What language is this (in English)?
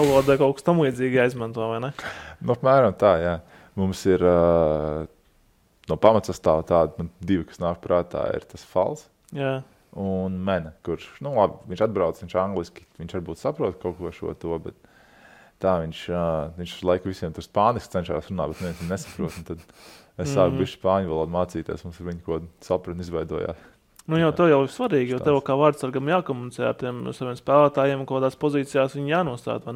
Latvian